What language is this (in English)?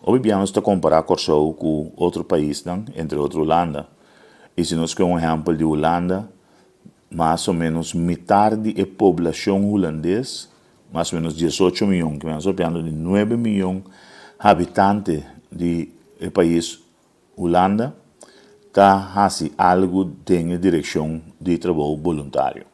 Papiamento